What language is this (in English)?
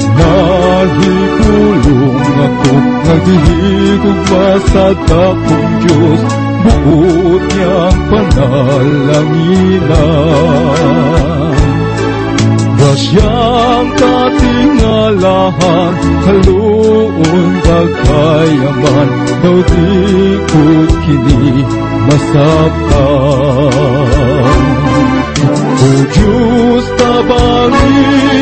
Cebuano